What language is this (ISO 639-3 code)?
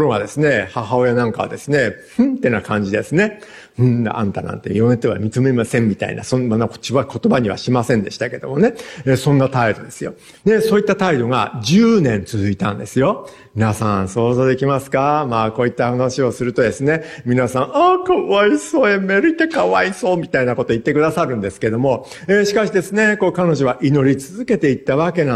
jpn